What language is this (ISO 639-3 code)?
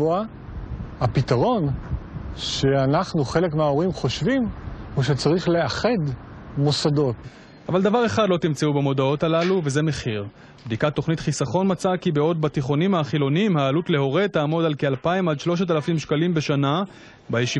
heb